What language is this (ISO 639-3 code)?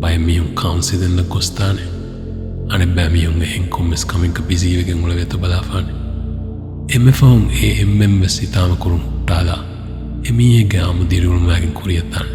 div